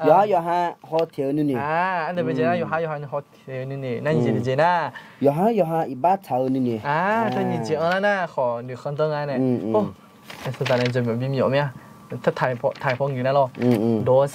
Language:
Akha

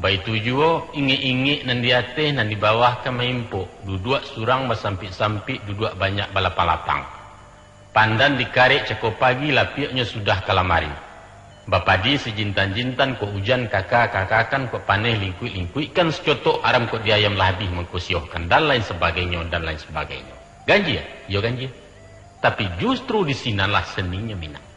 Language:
Minangkabau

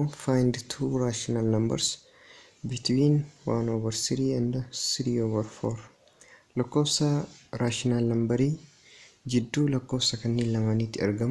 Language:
Oromo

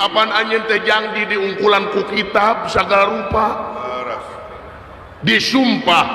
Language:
Sundanese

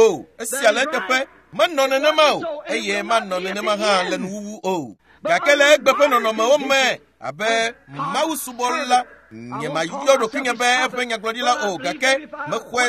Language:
Ewe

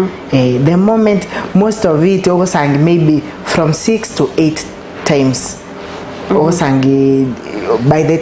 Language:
Gusii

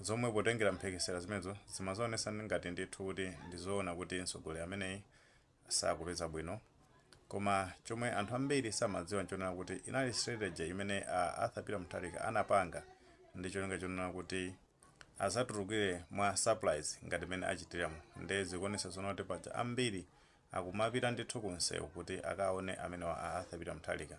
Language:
Nyanja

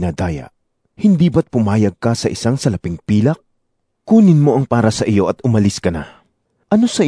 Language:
Filipino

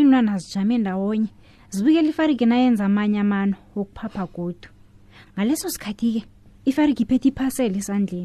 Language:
South Ndebele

